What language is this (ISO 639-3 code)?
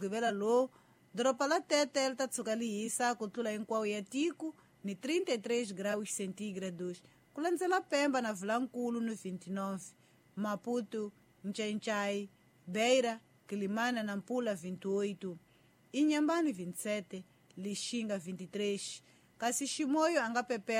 tso